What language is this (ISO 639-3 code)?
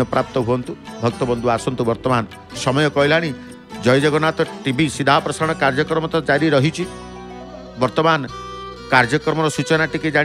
ori